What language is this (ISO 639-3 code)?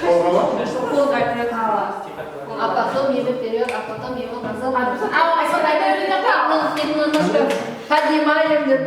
kaa